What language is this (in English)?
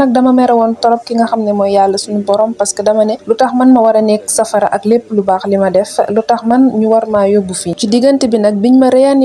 Wolof